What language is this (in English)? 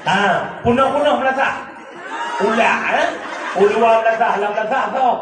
Achinese